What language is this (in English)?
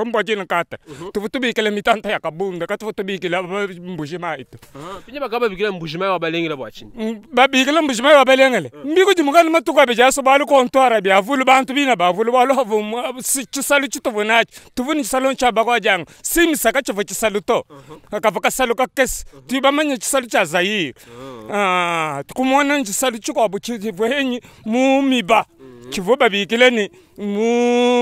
Luba-Lulua